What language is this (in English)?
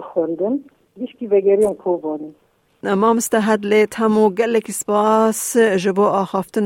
Kurdish